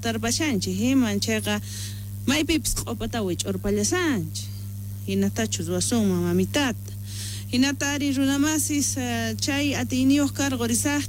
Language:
Quechua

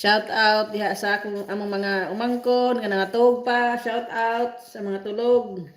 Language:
Cebuano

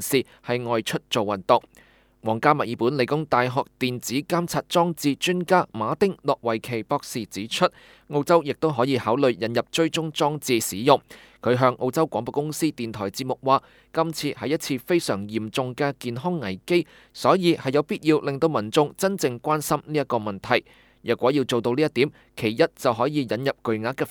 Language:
Cantonese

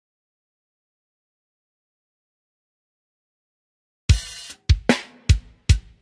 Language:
Indonesian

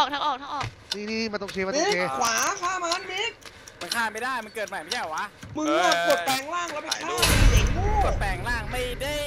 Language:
Thai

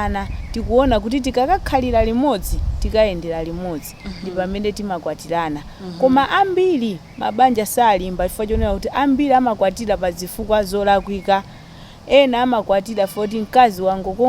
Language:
Nyanja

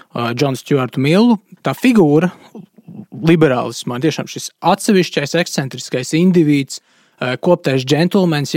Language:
Latvian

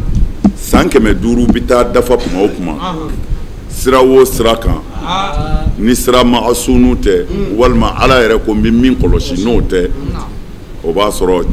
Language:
Bambara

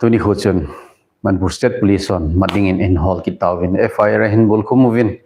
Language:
Thado Chin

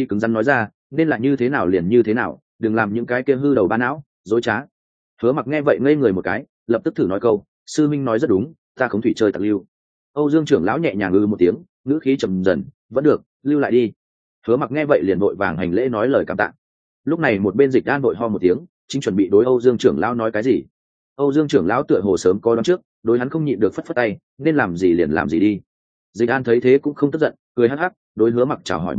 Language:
Vietnamese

